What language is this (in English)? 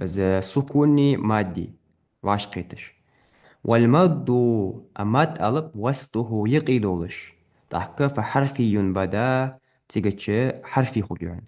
Ingush